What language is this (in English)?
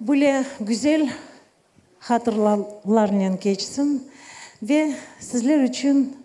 Crimean Tatar